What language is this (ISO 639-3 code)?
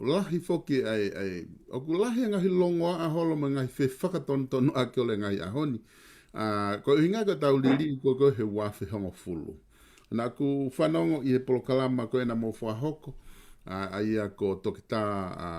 ton